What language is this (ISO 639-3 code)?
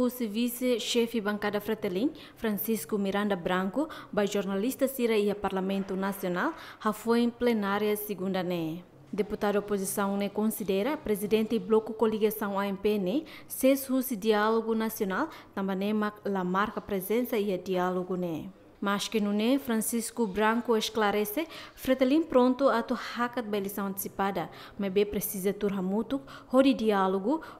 tet